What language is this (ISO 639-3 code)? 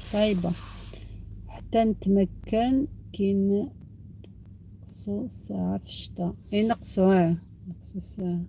arq